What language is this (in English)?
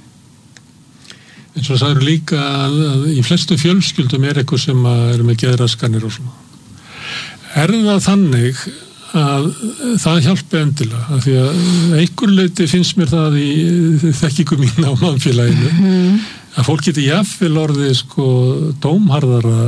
Icelandic